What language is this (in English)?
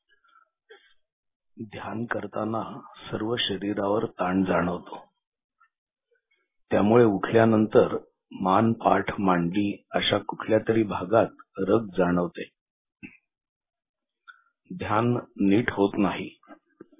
Marathi